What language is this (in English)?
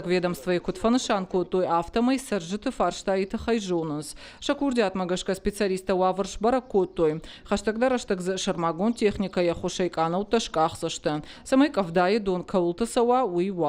Ossetic